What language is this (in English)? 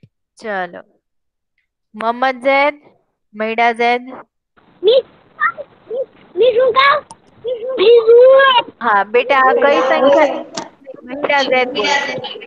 Gujarati